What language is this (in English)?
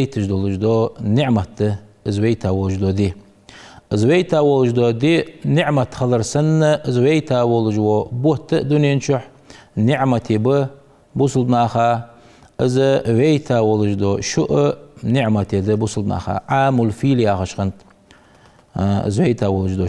Ingush